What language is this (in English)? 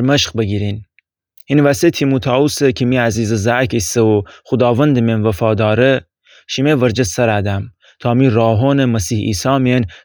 Gilaki